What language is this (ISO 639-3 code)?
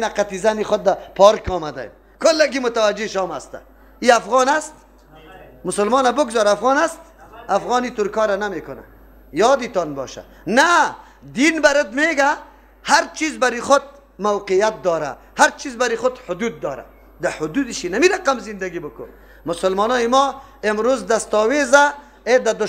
fas